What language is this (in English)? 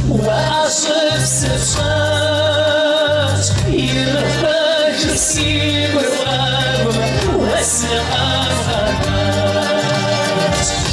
Kabardian